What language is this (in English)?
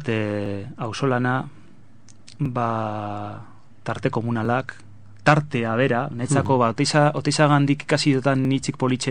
Basque